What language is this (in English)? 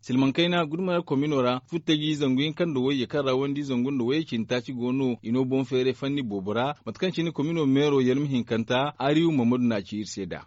Zarma